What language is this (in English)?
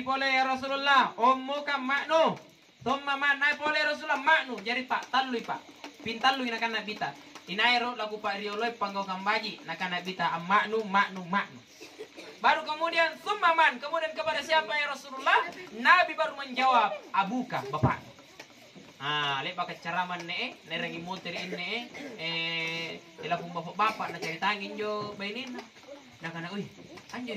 Makasar